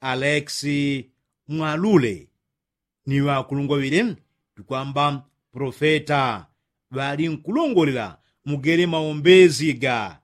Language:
Yao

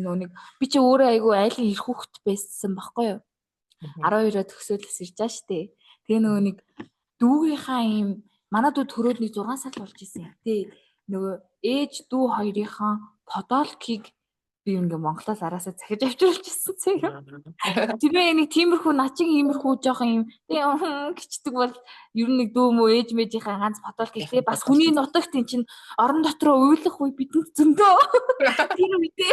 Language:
Mongolian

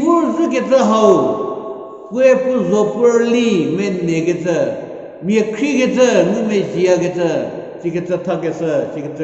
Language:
Angami Naga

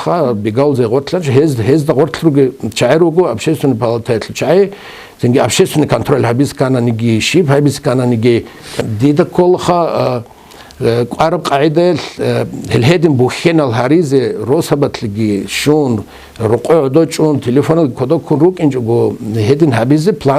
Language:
Avaric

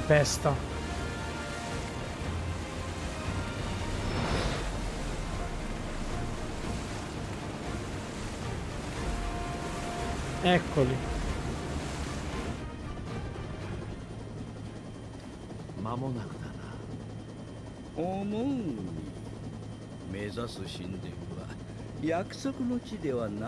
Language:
Japanese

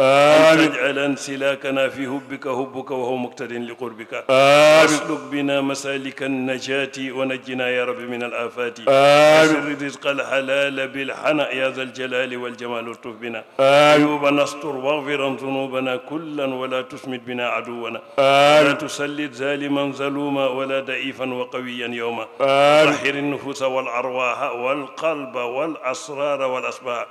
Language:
Fula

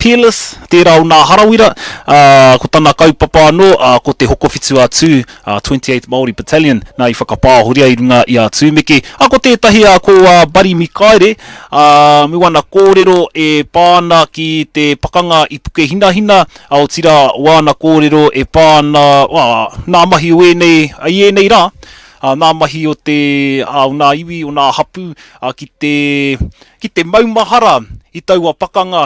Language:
Māori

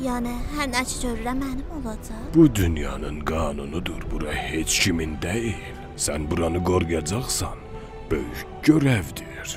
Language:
South Azerbaijani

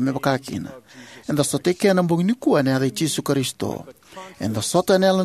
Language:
Fijian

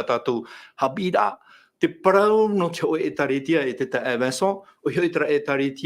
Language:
Tahitian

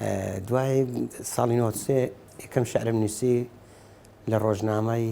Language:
Central Kurdish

